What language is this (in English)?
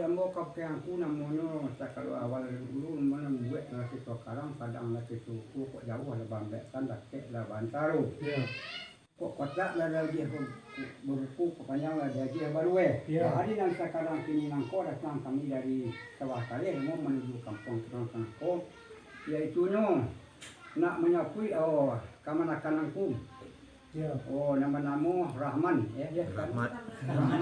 Minangkabau